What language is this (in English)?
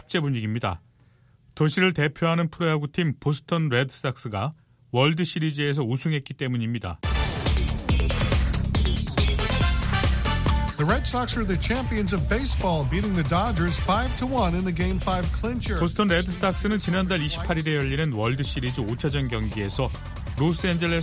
Korean